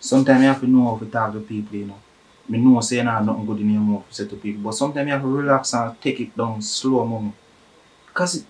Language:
Jamaican Creole English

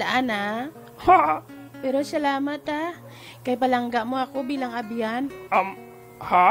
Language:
Hiligaynon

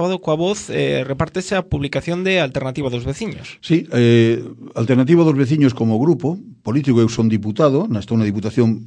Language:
Galician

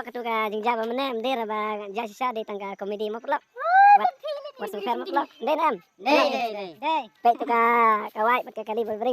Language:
Khasi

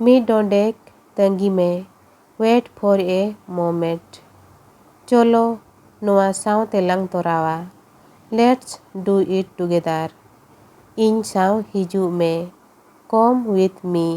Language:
Santali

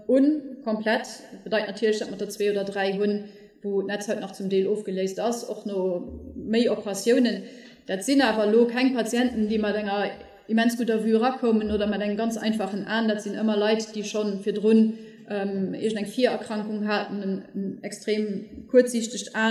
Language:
Luxembourgish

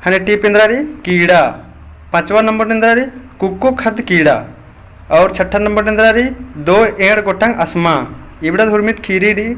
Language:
Kurukh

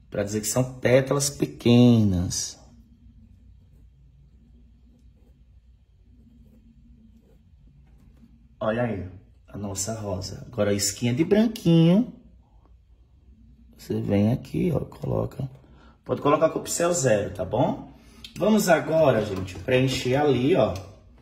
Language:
Portuguese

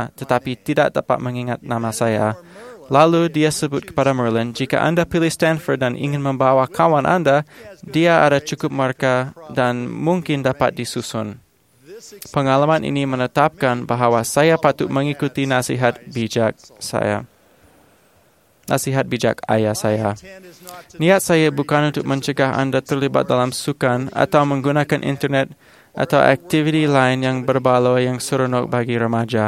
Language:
Malay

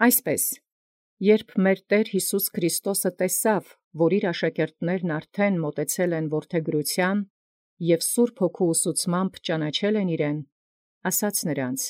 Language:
Armenian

